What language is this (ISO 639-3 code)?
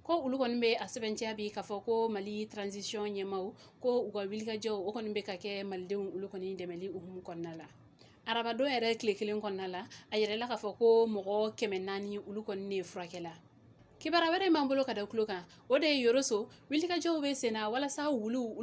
bam